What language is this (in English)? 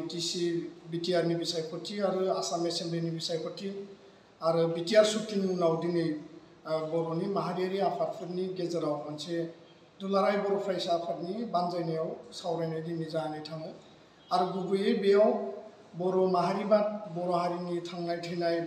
Bodo